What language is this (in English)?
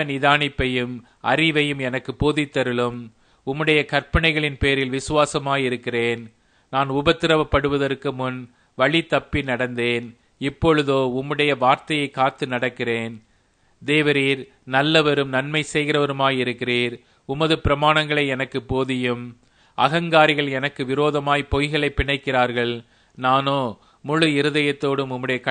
Tamil